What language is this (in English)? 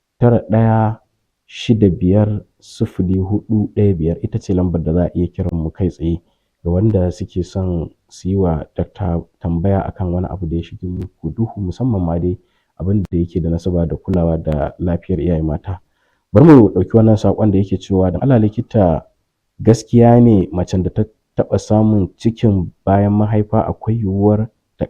Hausa